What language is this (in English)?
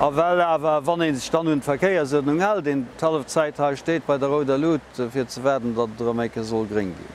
Luxembourgish